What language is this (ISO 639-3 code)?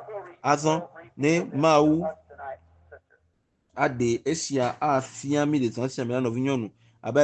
ewe